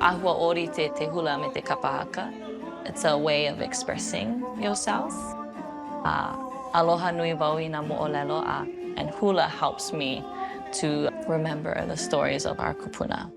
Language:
Māori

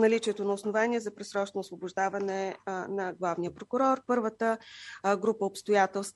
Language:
Bulgarian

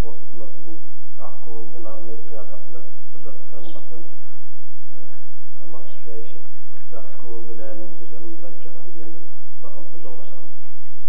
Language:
Kazakh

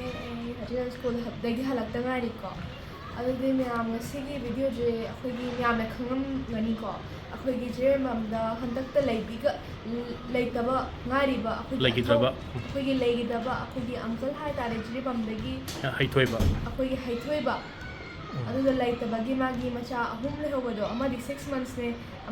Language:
Manipuri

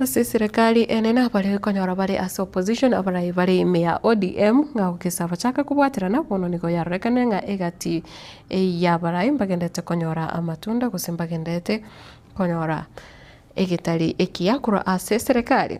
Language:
Gusii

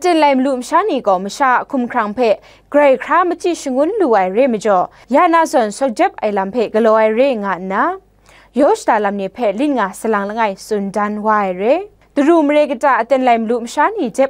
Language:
Kachin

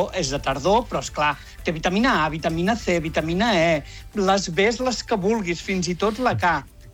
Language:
Catalan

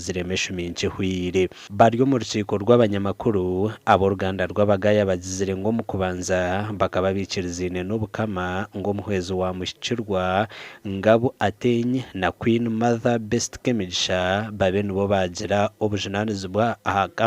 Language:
Nyankole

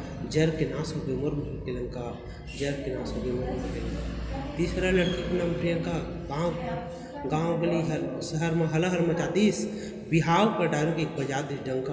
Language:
Chhattisgarhi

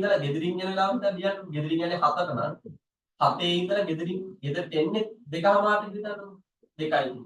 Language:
Sinhala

